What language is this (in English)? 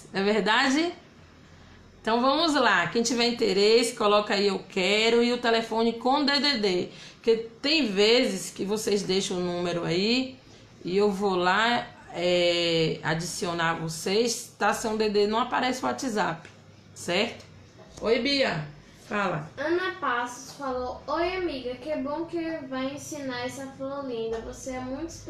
Portuguese